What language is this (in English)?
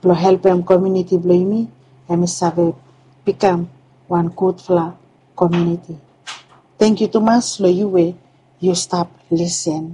Bislama